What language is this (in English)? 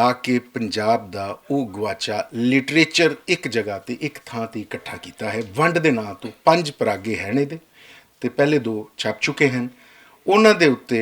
Western Panjabi